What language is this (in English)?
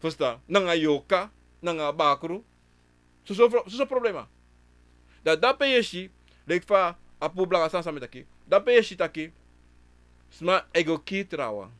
Sranan Tongo